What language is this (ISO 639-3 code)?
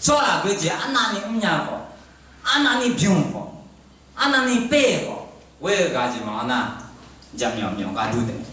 ahk